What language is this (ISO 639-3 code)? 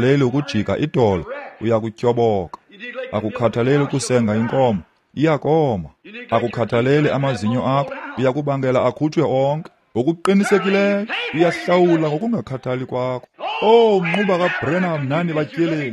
xho